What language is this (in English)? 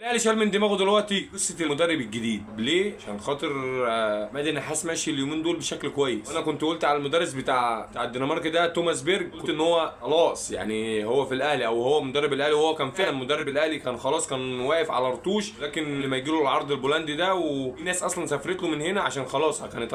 Egyptian Arabic